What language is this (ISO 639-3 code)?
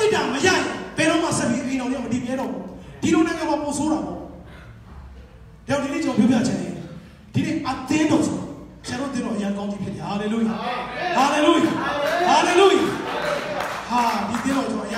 mya